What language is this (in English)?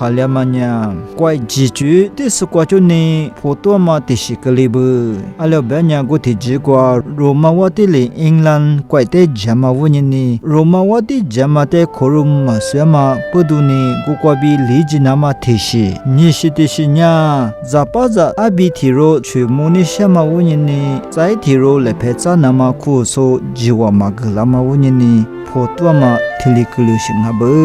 Lisu